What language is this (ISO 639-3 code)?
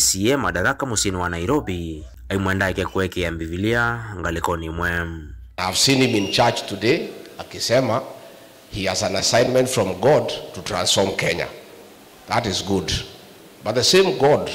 kam